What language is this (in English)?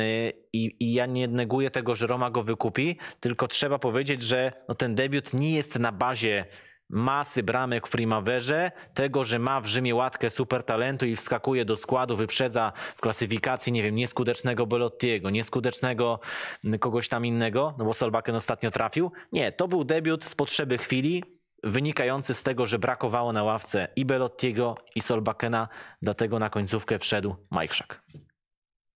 Polish